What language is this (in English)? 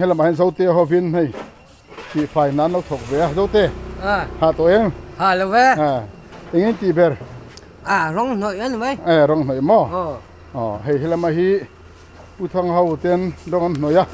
Mizo